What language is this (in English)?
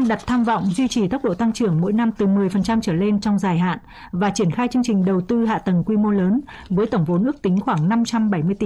Vietnamese